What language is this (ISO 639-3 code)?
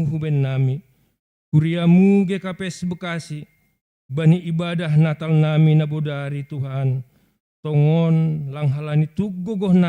bts